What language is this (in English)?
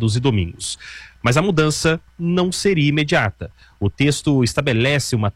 Portuguese